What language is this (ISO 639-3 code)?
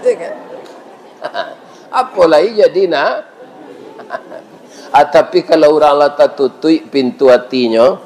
min